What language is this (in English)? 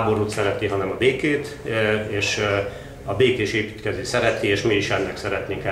Hungarian